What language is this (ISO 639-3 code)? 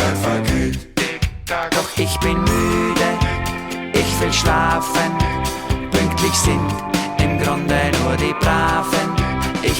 gsw